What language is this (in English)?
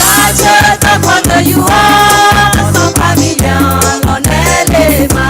Akha